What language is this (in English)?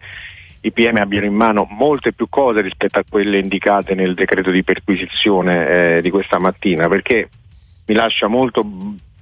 Italian